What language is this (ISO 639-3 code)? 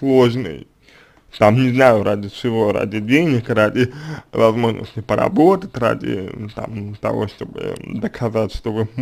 rus